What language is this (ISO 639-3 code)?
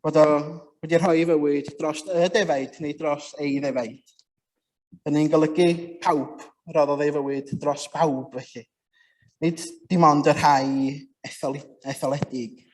cym